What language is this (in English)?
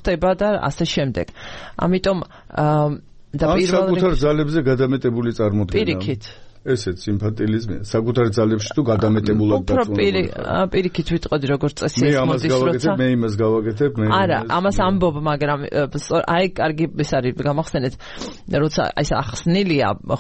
Georgian